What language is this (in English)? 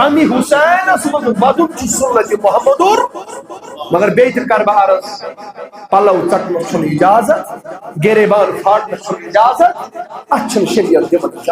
Kashmiri